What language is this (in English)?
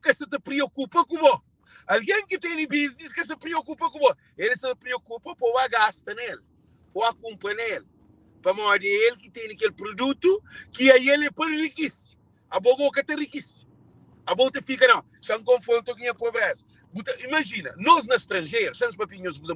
Kabuverdianu